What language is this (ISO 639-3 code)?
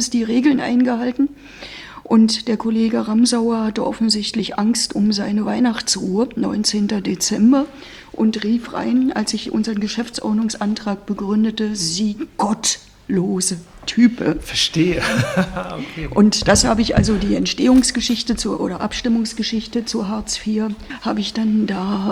deu